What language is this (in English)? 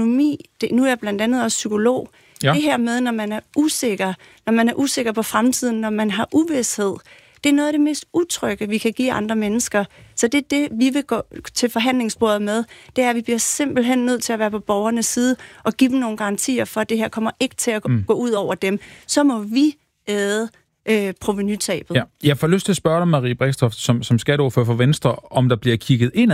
Danish